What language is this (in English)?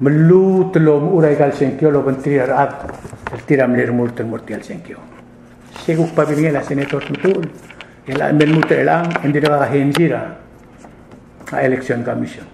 Palauan